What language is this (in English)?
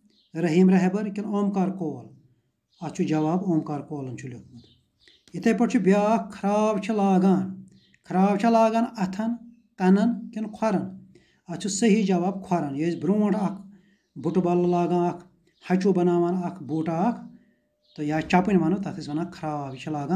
Kashmiri